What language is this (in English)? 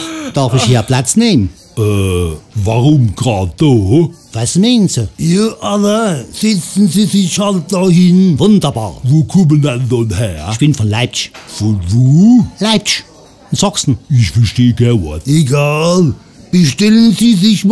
Palatine German